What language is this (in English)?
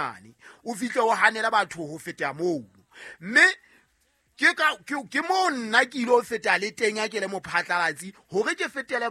Southern Sotho